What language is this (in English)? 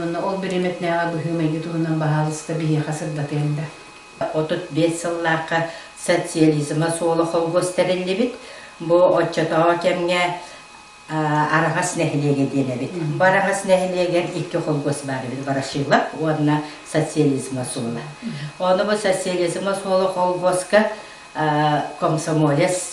Yakut